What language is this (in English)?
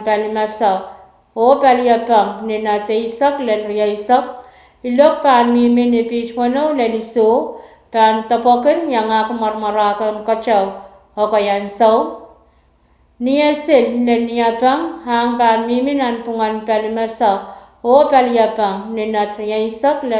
Pohnpeian